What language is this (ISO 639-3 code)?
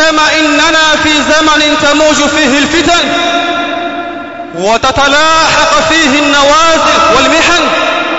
swa